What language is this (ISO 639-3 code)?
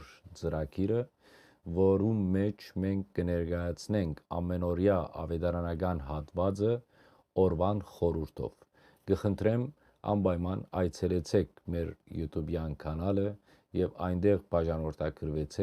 hyw